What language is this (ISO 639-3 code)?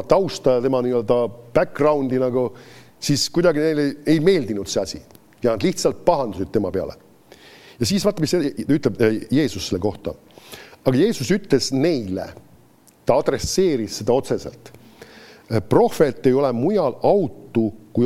est